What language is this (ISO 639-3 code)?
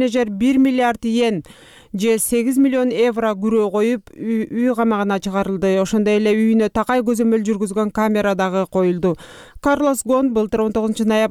kir